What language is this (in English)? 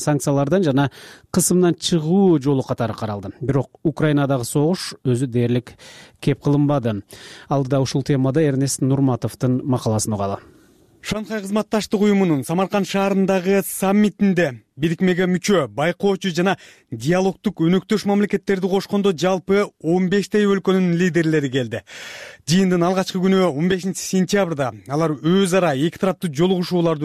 Kyrgyz